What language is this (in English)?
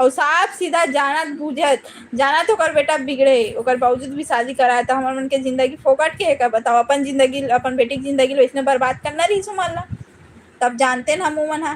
Chhattisgarhi